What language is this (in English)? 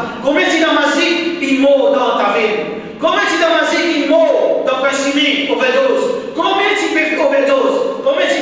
Morisyen